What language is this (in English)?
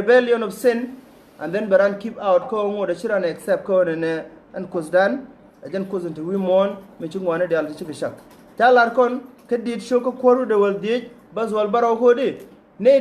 Nuer